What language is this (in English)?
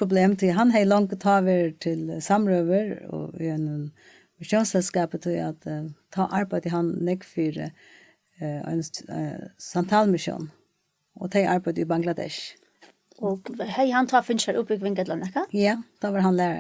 Faroese